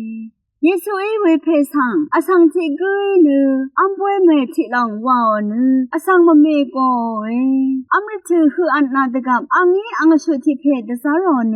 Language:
Rawang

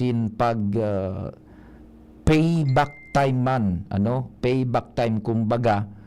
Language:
Bikol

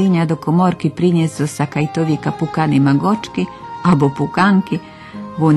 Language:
Rusyn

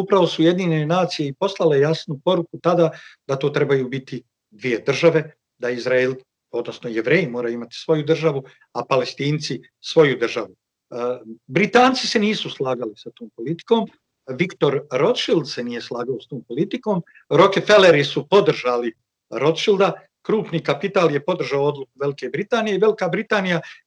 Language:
Bosnian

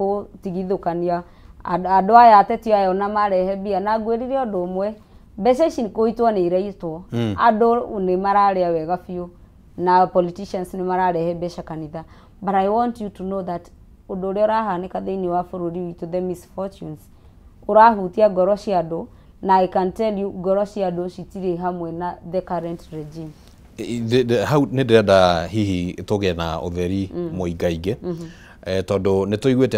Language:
Kikuyu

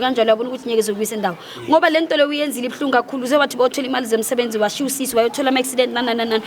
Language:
Zulu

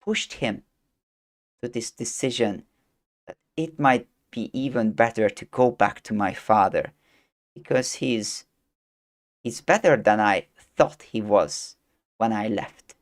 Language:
English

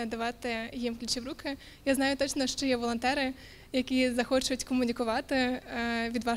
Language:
Ukrainian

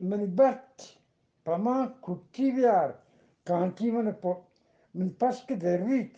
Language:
Eastern Balochi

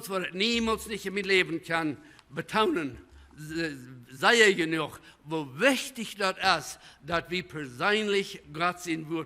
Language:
Plautdietsch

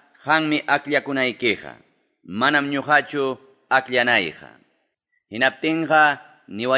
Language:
Quechua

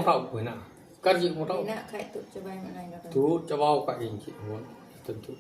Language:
Santali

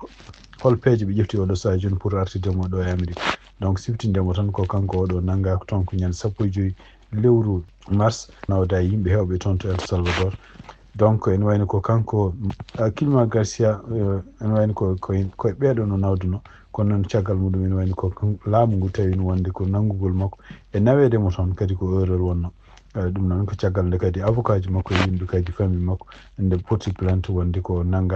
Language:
Fula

